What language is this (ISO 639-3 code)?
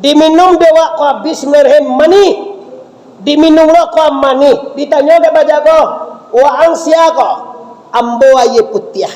min